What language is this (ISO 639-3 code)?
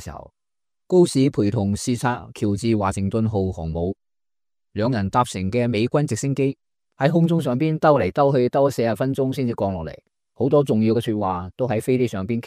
yue